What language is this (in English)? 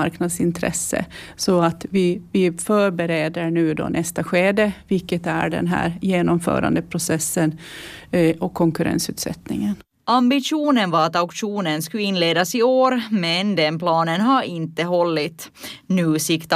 Swedish